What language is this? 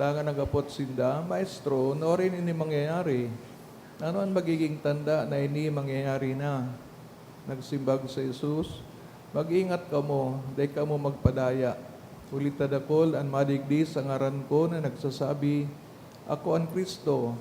Bikol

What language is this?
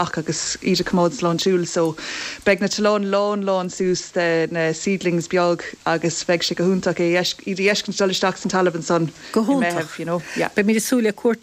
Irish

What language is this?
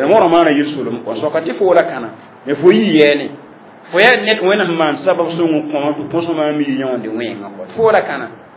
Mossi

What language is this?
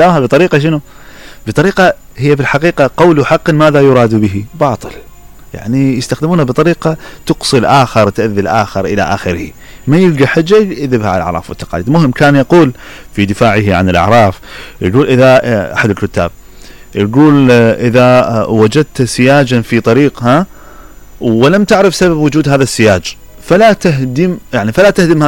Mesopotamian Arabic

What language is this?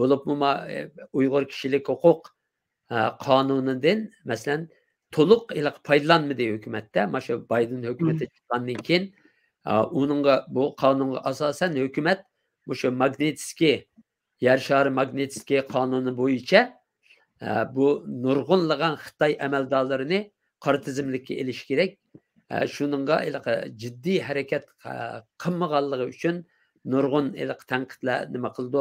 Uyghur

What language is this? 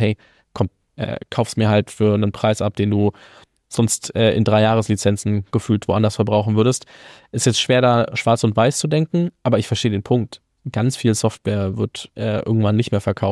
German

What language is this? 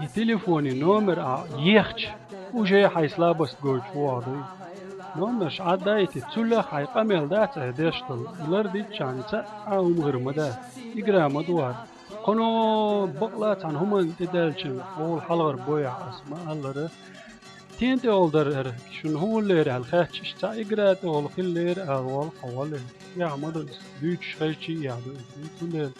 Chechen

